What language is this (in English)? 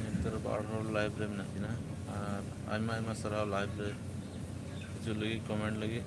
Santali